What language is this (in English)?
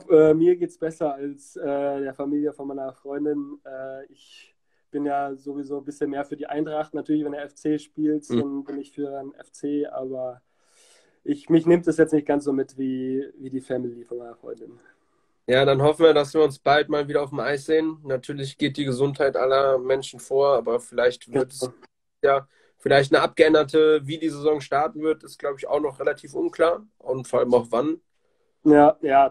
German